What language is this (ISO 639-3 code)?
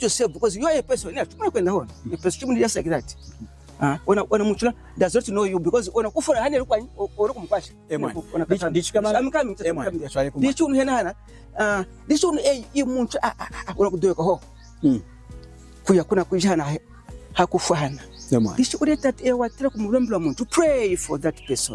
lun